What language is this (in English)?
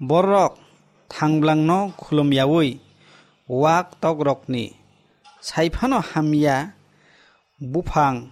Kok Borok